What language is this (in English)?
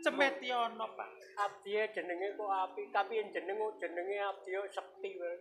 Javanese